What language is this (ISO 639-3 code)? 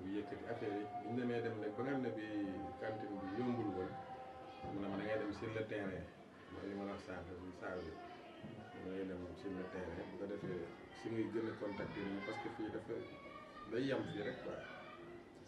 wol